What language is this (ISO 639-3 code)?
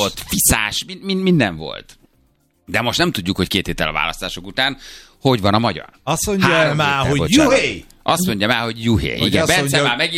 hun